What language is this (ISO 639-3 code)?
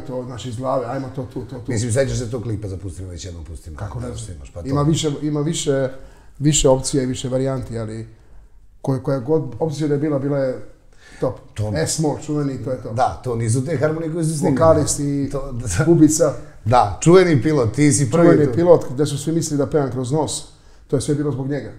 srp